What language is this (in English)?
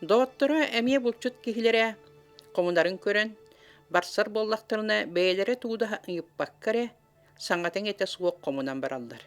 Yakut